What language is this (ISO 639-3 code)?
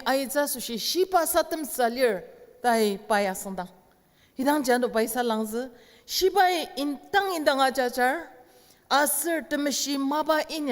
njo